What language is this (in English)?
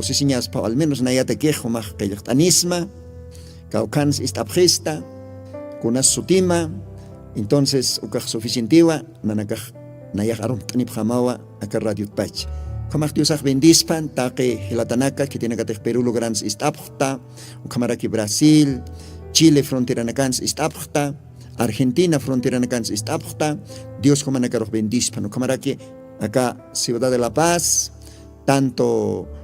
Aymara